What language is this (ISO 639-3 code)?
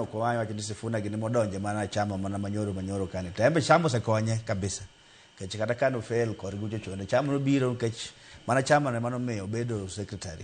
luo